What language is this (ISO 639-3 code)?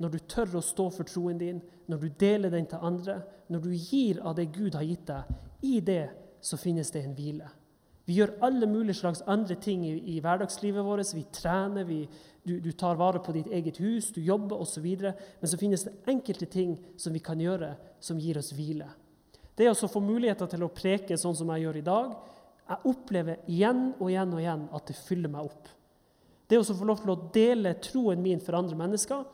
nor